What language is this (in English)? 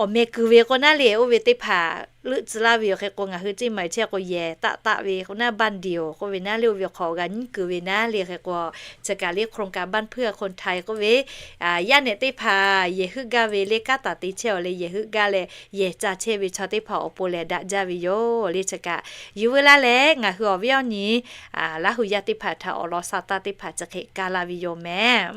Lahu